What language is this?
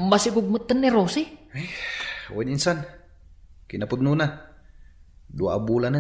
Iloko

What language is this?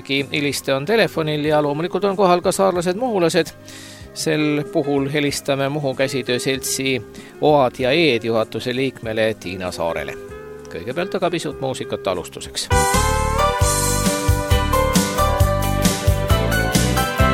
Estonian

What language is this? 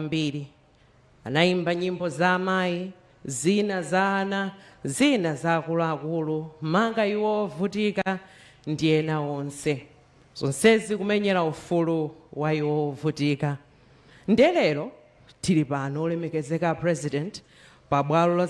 Nyanja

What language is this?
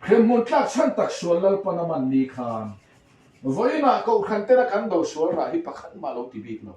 Mizo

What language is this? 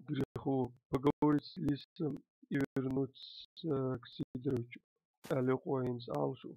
Chechen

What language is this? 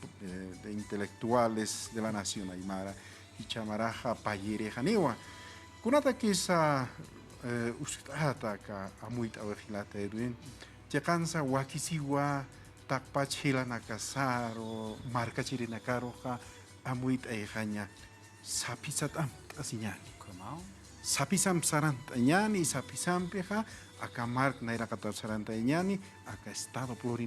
Aymara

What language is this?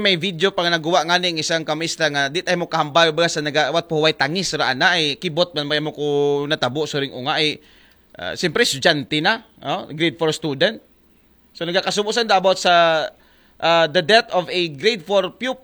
Aklanon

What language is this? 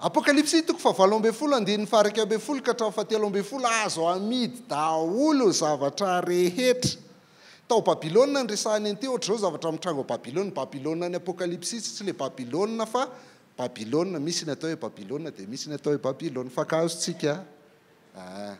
Malagasy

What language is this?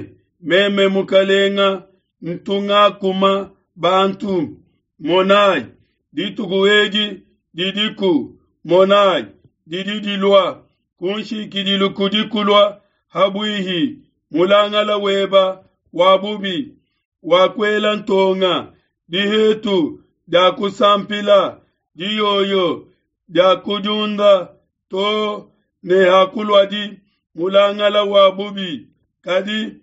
Luba-Lulua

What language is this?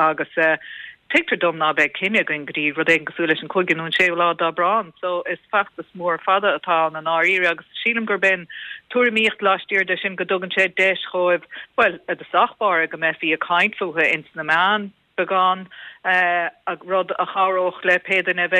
Irish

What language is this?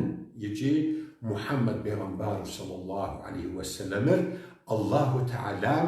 Kabardian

